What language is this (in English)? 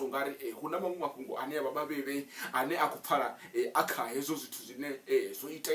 Venda